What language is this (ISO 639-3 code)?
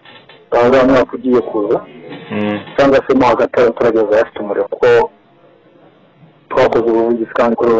kin